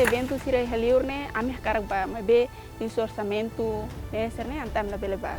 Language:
Tetum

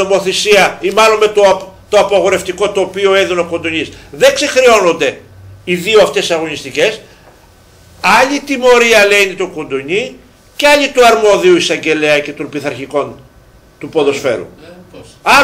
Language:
Greek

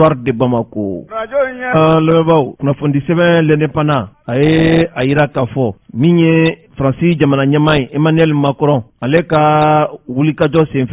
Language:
Bambara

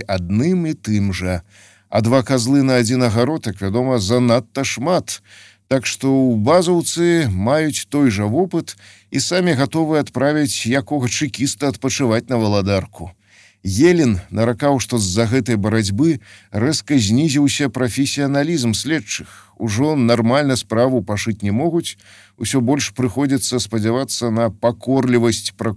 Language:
Belarusian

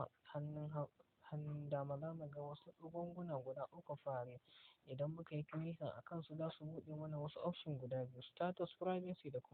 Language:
Hausa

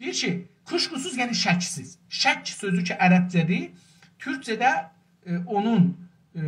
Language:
South Azerbaijani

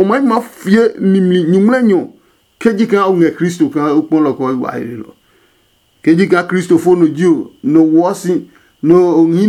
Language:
Adangme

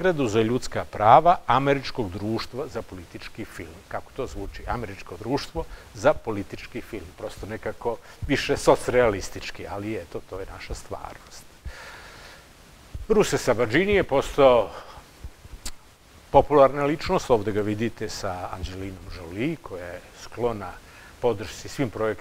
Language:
Serbian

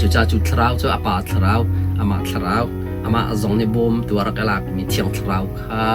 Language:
Hakha Chin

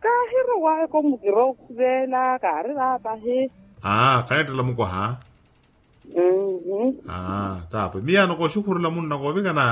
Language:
Makhuwa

